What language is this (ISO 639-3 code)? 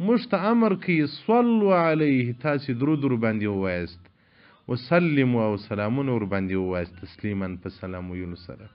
pus